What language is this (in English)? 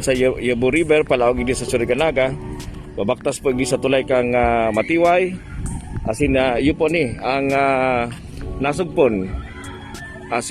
Bikol